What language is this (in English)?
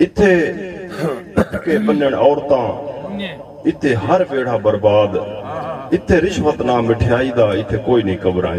Saraiki